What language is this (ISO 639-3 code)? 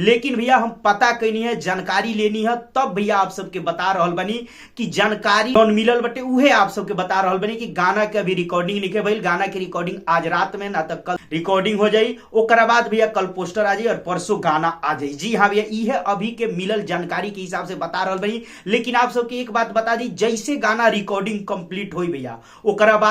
bho